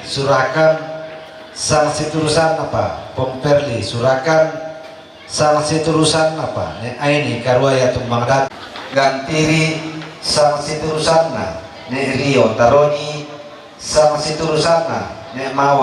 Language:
Toraja-Sa'dan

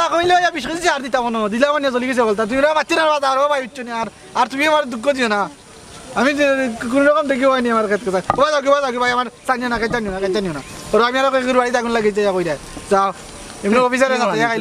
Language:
Sylheti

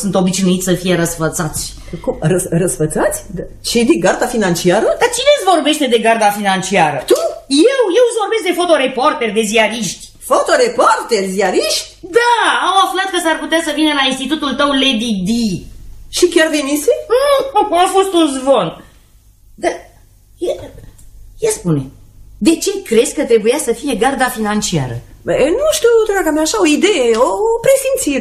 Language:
Romanian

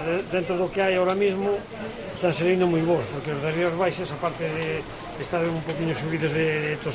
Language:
Galician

